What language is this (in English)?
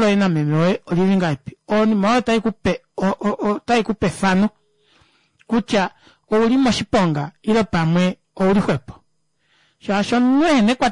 Kuanyama